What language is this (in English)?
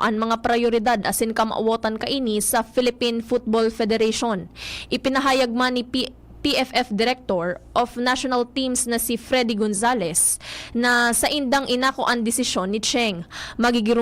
Bikol